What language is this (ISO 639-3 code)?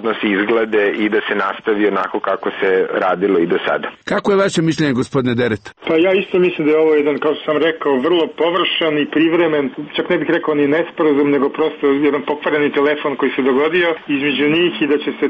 srp